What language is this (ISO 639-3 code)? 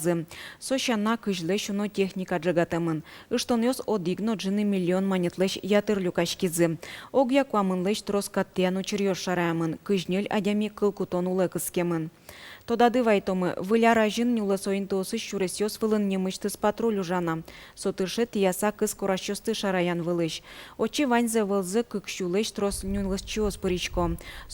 udm